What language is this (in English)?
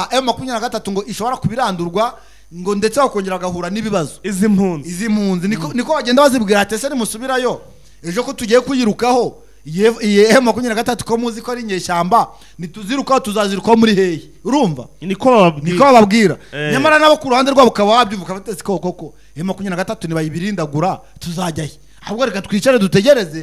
Kinyarwanda